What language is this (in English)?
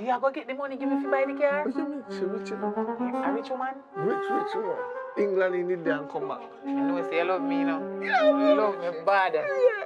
Jamaican Creole English